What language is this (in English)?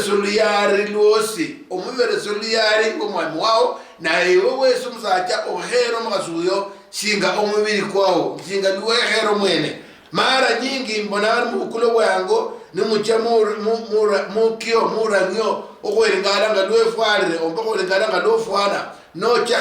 Luyia